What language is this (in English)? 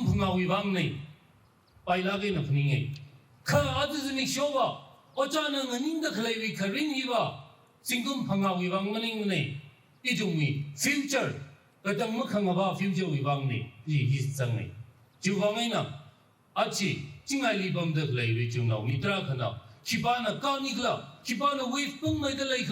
Tangkhul Naga (India)